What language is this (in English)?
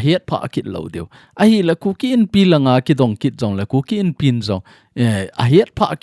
Thado Chin